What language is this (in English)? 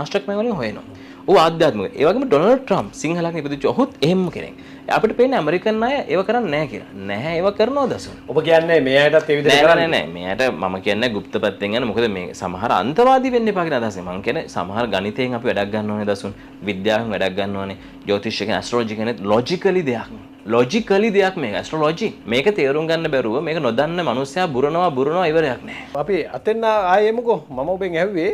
Sinhala